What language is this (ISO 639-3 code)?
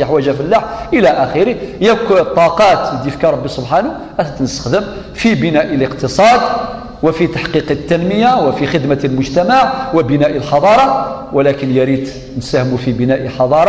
kab